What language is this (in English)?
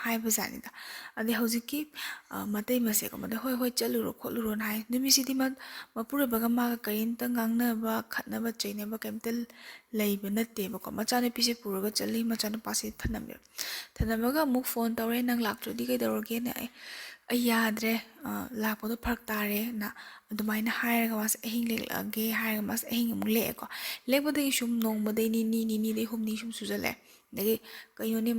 Manipuri